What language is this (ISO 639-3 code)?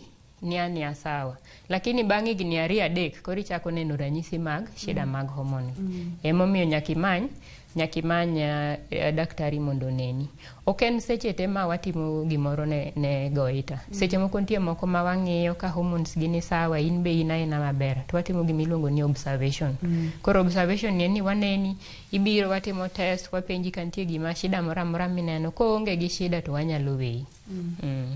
luo